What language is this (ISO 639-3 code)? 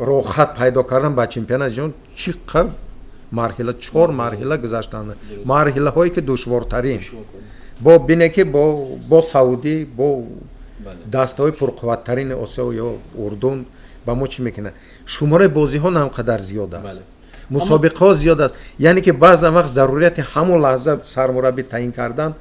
tgk